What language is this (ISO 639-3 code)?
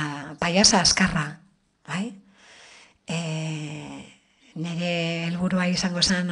eus